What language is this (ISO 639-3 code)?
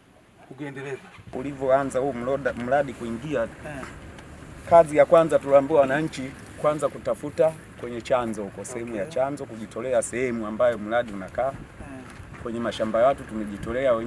swa